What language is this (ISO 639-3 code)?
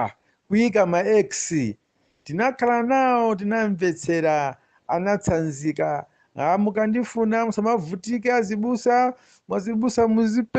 nya